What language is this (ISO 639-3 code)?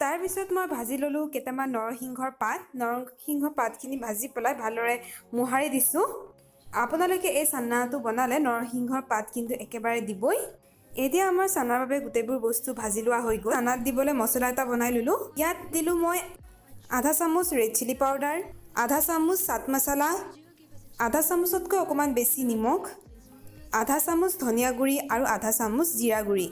asm